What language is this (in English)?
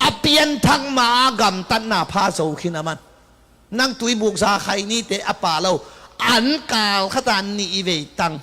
Tedim Chin